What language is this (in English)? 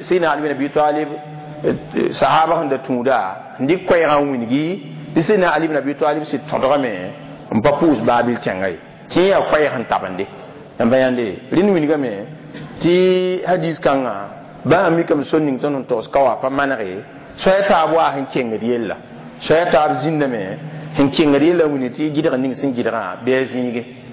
Mossi